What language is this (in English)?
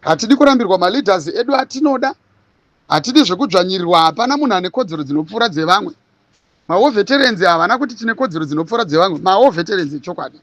Shona